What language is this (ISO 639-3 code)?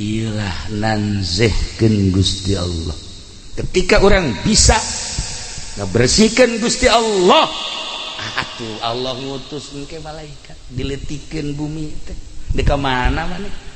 sun